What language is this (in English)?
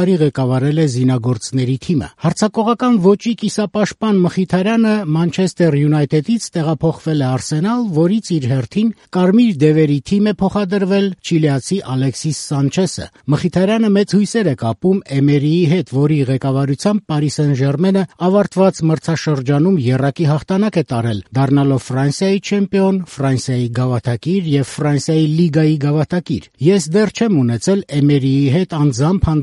Armenian